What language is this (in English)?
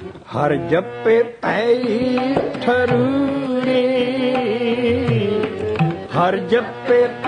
Punjabi